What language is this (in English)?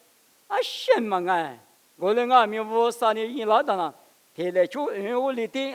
Lisu